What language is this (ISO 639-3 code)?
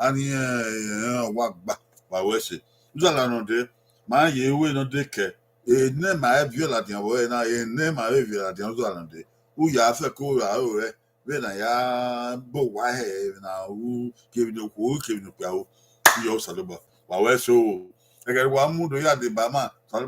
bin